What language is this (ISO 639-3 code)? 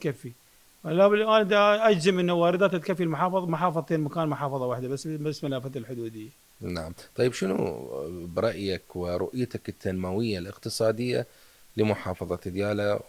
acm